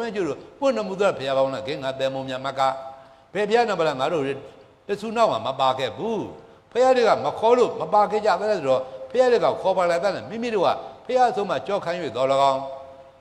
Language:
Burmese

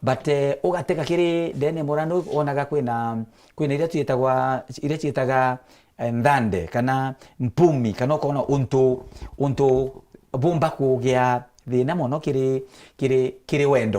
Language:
Meru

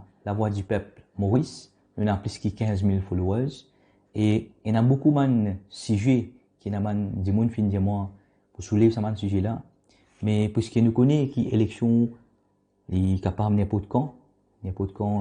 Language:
Morisyen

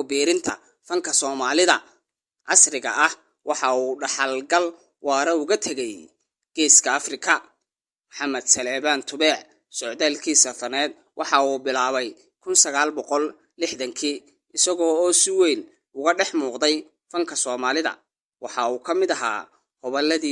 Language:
Somali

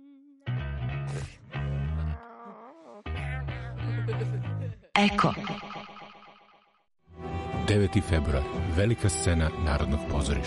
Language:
Serbian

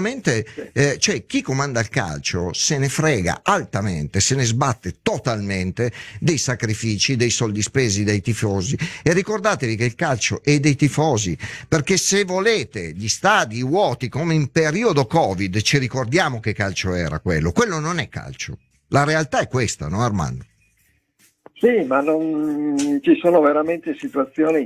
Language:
Italian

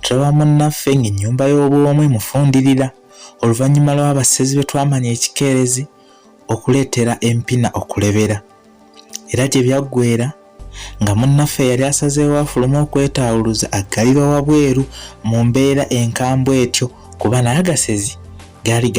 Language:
Ganda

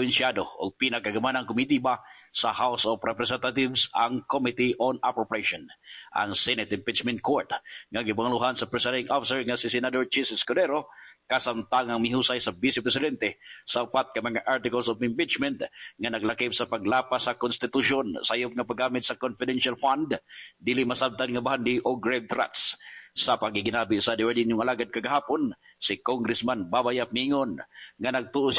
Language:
Cebuano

